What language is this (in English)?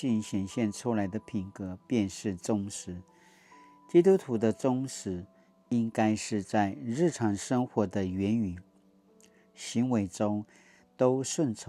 Paiwan